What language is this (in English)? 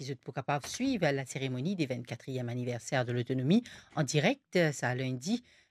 Morisyen